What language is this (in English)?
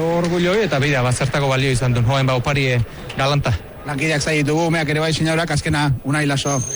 Basque